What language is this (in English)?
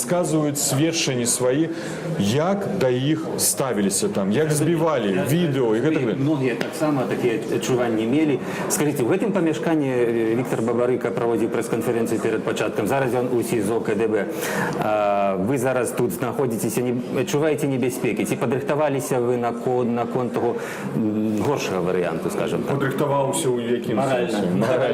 Belarusian